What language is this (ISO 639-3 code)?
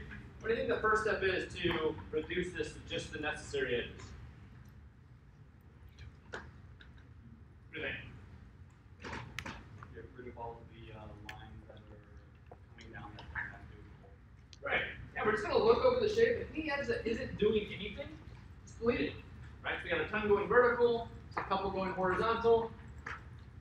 eng